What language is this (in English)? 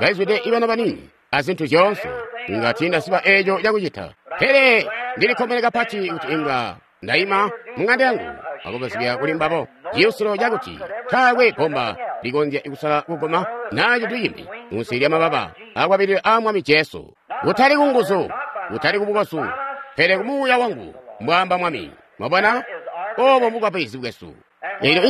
Tonga (Zambia)